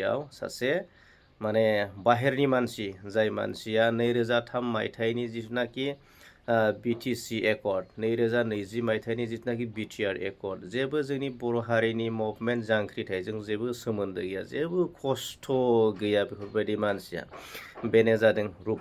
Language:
Bodo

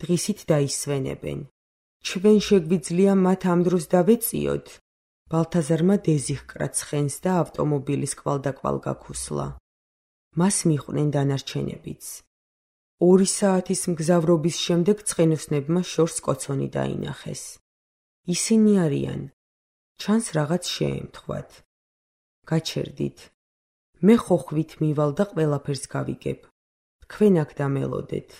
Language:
Georgian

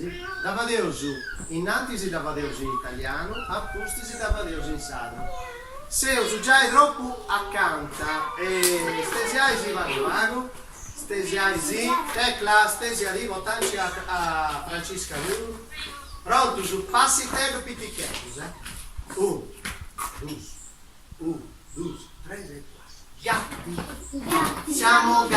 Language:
Sardinian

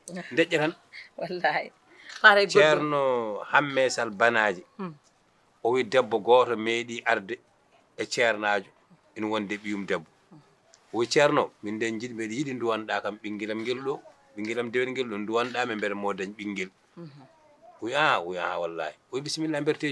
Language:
Fula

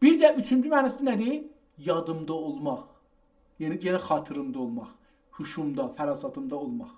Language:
South Azerbaijani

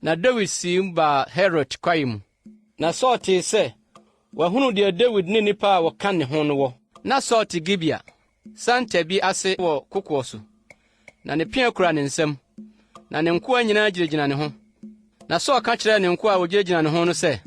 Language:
Akan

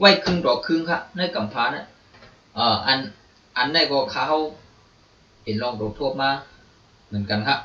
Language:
Shan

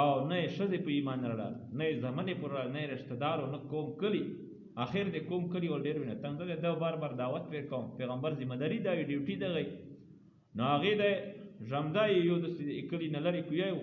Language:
Pashto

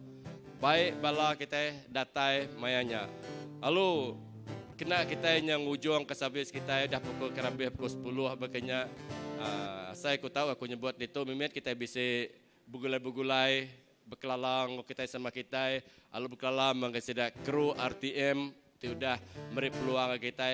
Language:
Iban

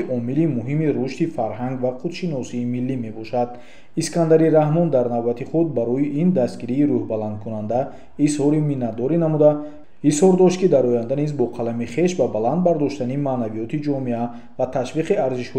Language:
Tajik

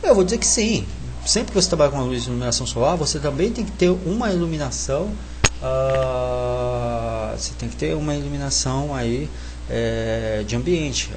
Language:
Portuguese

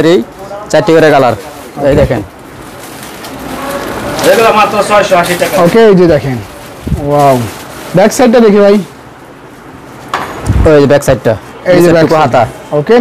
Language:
Bangla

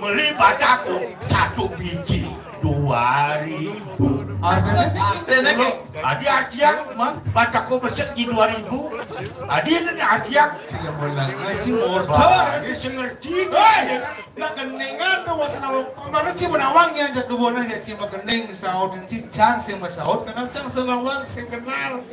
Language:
Balinese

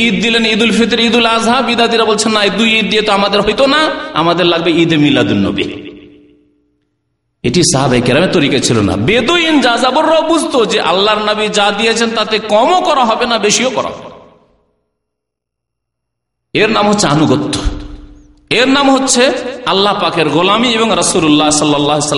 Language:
Bangla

